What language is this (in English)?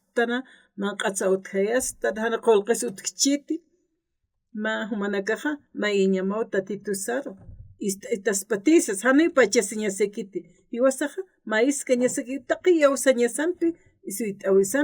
Aymara